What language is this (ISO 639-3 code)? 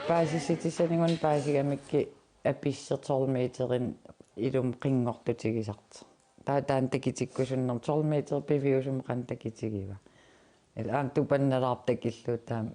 kal